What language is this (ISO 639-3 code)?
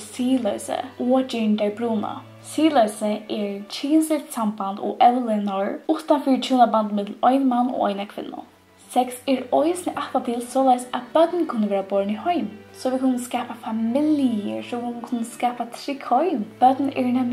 fao